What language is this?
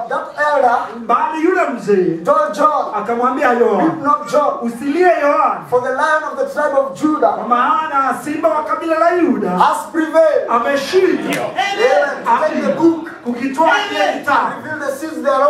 Swahili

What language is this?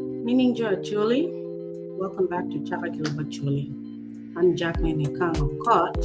Acoli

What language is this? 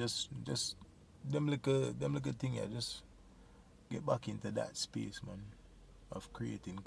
Jamaican Creole English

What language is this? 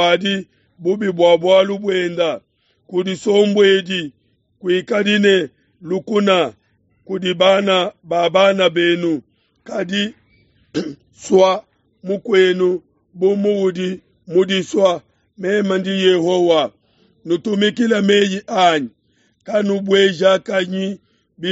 Luba-Lulua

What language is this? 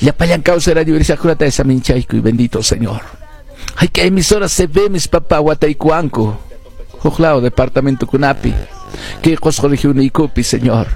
Quechua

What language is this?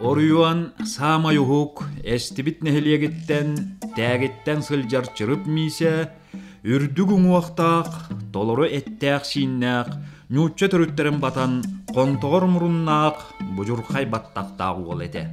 Yakut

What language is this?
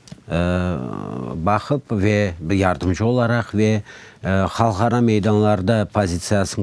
Crimean Tatar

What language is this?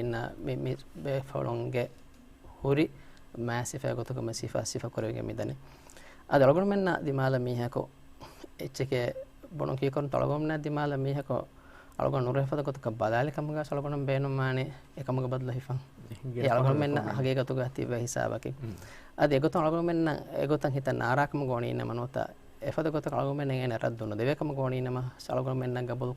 Divehi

